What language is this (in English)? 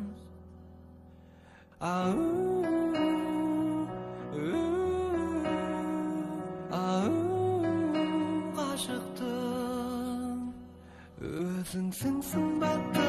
Kazakh